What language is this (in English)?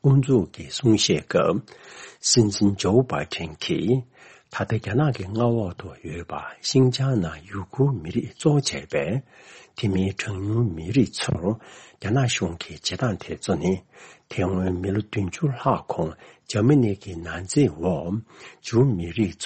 Tibetan